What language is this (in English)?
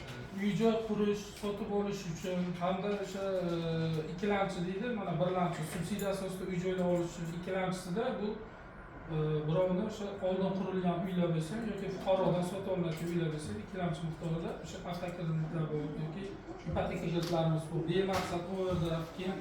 Uzbek